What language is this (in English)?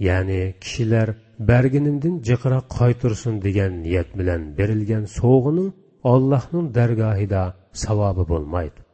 Uyghur